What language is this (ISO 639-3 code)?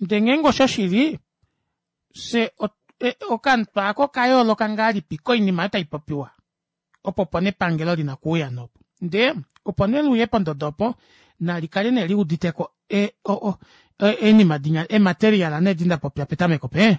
kua